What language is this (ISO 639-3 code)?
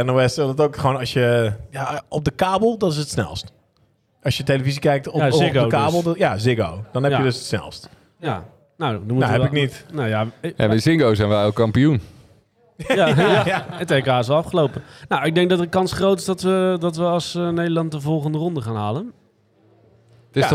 nld